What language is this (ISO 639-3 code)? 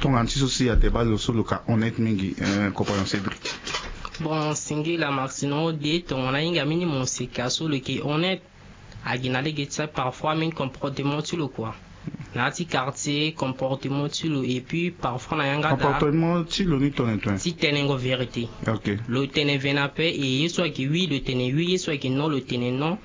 sag